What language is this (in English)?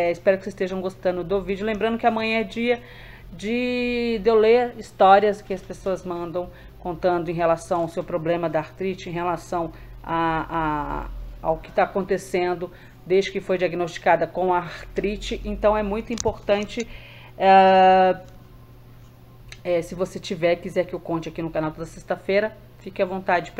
Portuguese